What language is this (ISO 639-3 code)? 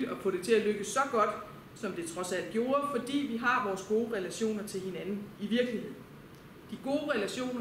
dan